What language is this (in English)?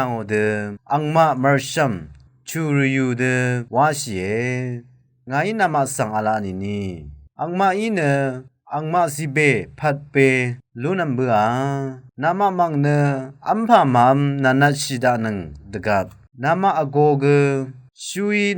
Rawang